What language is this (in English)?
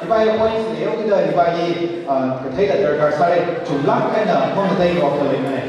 Tangkhul Naga (India)